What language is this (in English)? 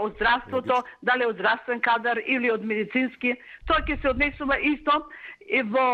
Macedonian